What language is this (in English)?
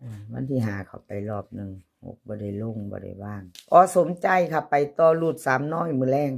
Northeastern Thai